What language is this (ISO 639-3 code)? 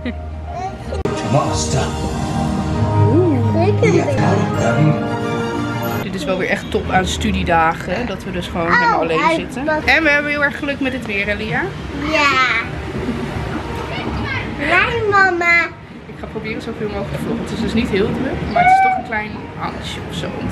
nld